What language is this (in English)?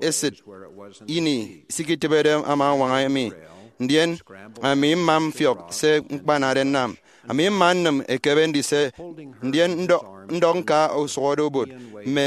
Efik